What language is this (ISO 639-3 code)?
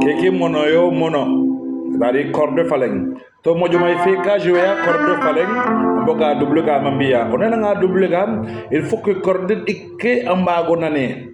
srr